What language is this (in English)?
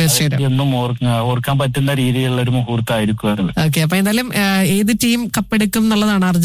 Malayalam